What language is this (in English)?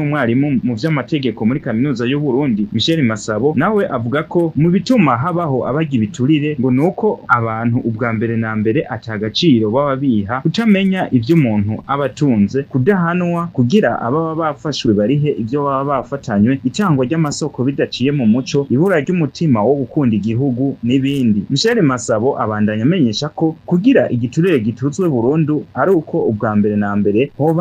Rundi